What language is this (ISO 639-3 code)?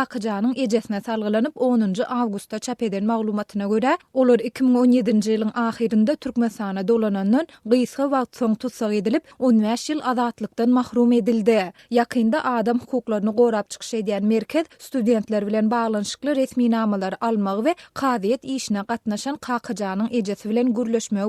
tuk